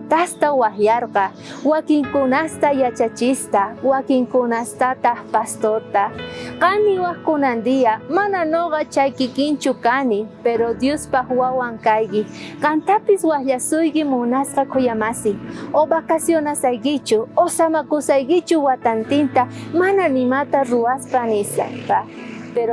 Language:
South Bolivian Quechua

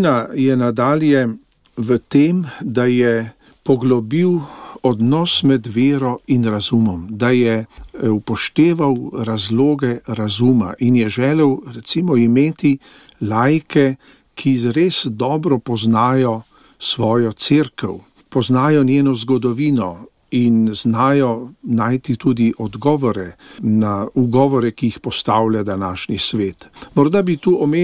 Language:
Slovenian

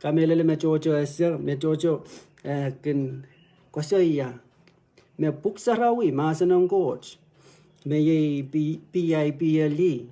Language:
Pohnpeian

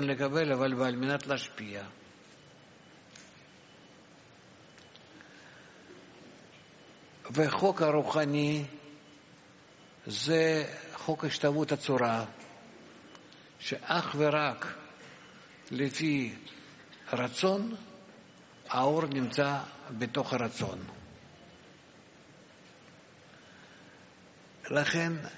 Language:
Hebrew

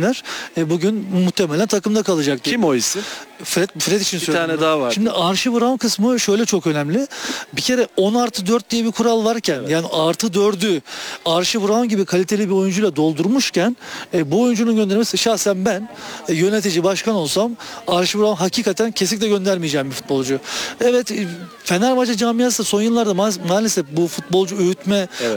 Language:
Turkish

